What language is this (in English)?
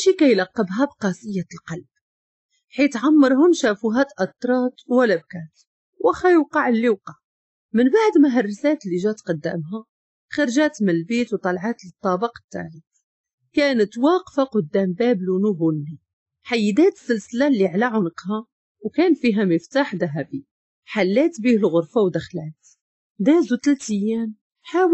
Moroccan Arabic